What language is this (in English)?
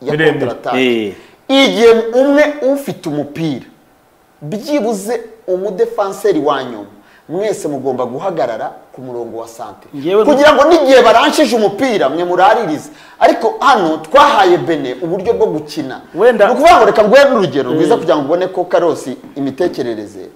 Kinyarwanda